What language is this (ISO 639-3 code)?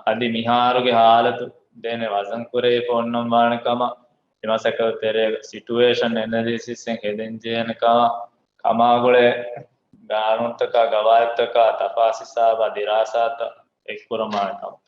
div